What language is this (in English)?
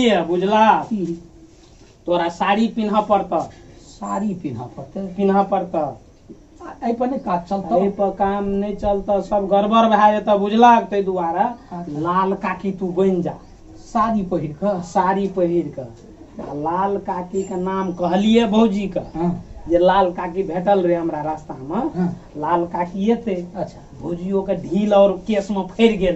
Maithili